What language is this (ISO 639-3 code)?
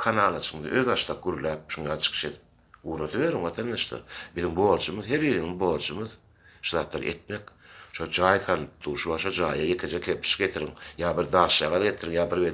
tuk